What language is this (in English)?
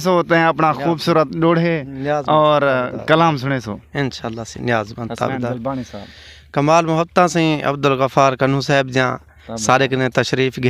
Saraiki